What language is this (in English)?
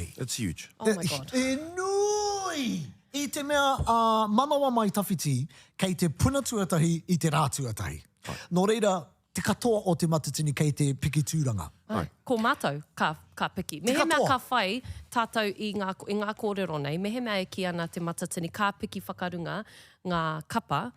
Māori